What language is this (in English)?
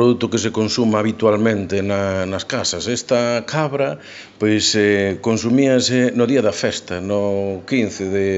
Galician